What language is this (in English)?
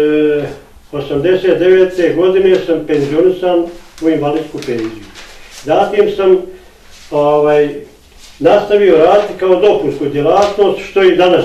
Bosnian